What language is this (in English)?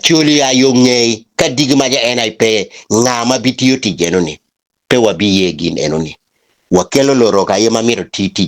Acoli